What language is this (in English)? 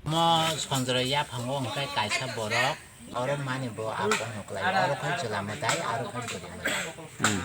Kok Borok